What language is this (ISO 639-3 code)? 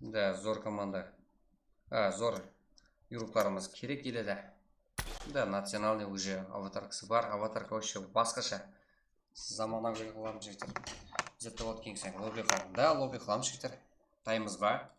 kaa